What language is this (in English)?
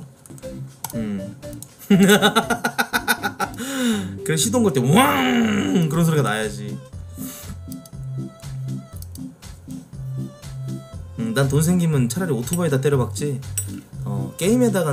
Korean